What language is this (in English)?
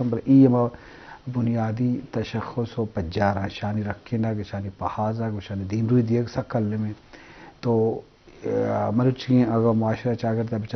Eastern Balochi